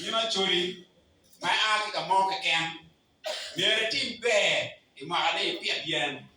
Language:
Acoli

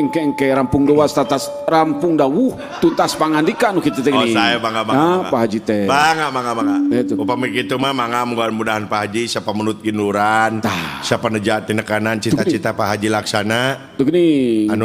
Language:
Sundanese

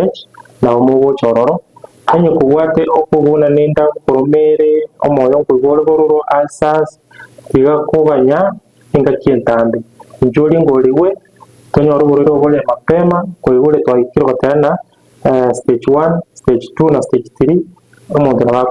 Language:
Gusii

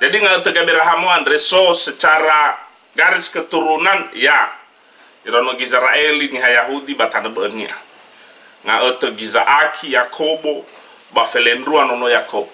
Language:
Nias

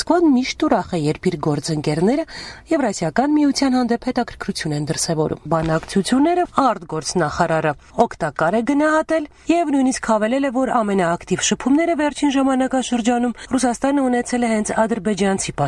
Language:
Armenian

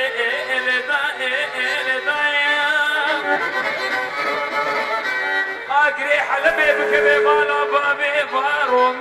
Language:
Persian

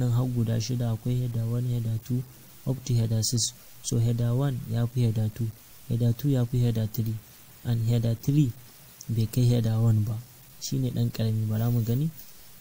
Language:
Hausa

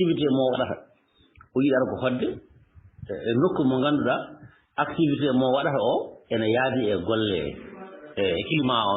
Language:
Fula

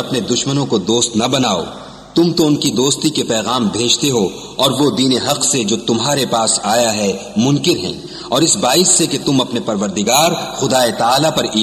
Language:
Urdu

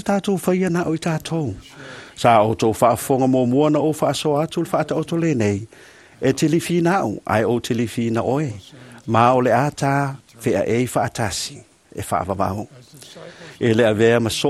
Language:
Samoan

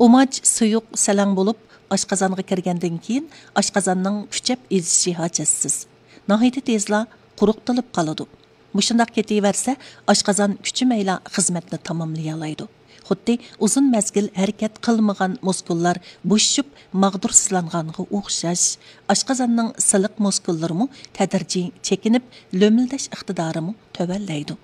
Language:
Uyghur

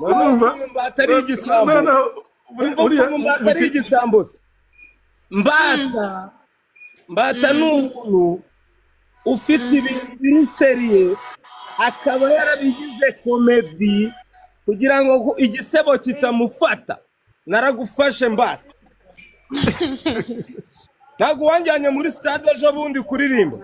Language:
Kinyarwanda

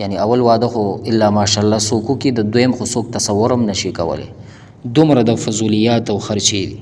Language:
Pashto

